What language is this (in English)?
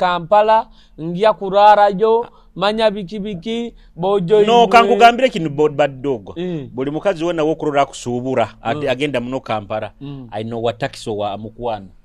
Nyoro